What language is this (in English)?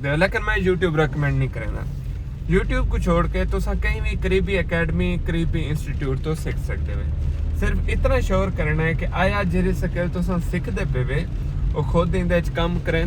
Saraiki